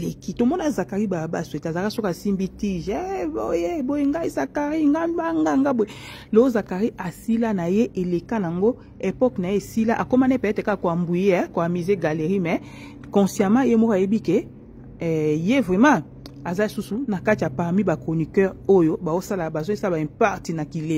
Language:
Lingala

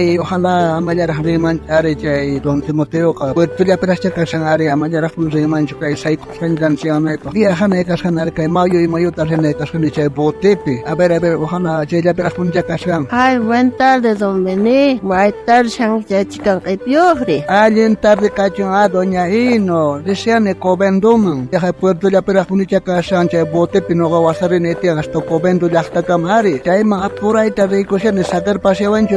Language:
South Bolivian Quechua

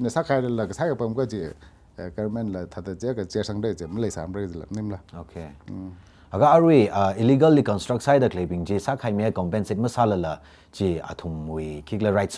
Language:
Tangkhul Naga (India)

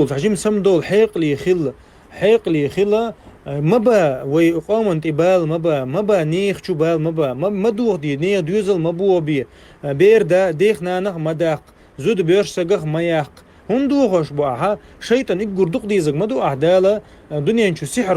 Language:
Chechen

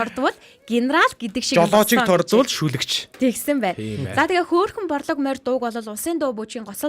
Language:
Mongolian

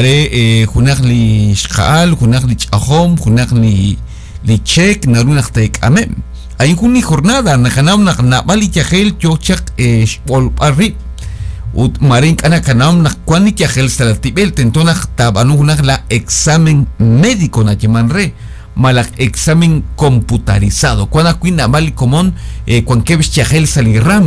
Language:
Kekchí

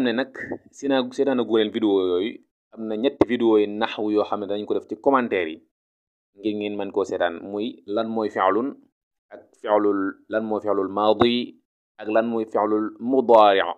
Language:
Wolof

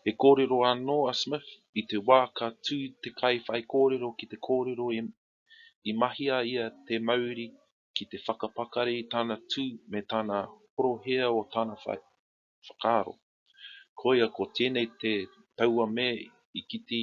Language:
Māori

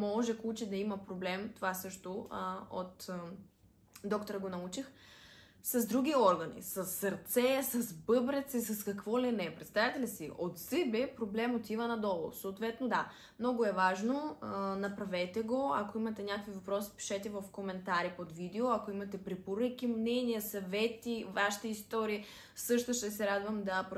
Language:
Bulgarian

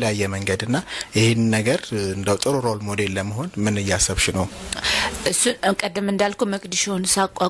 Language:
Amharic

